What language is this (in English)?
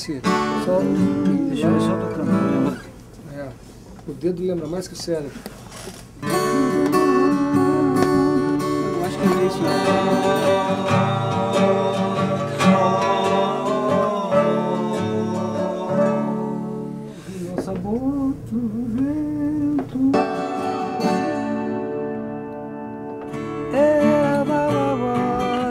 Portuguese